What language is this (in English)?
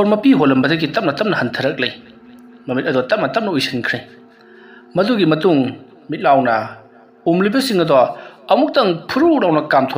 Manipuri